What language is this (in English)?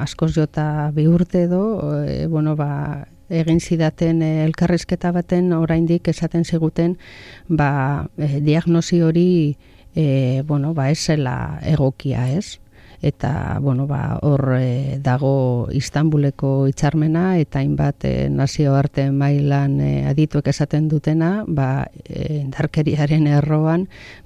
Basque